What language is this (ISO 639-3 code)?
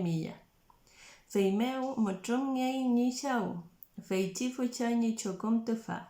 arn